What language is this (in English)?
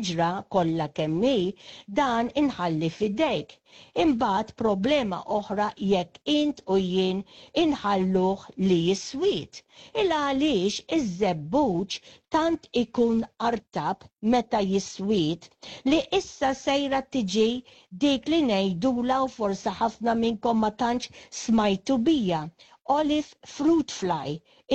Maltese